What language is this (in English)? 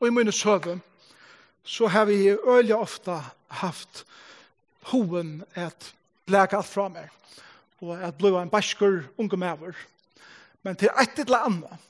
Faroese